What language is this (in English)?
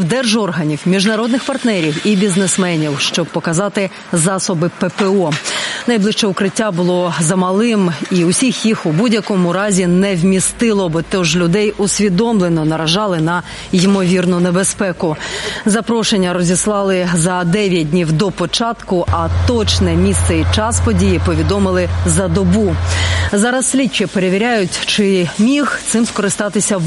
Ukrainian